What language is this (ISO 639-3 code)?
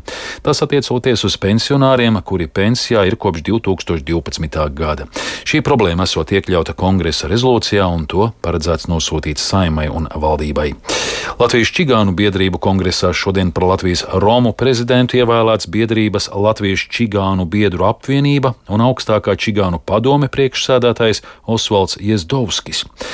lav